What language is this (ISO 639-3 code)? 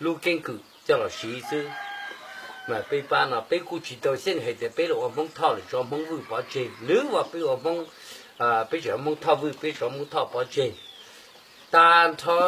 hmn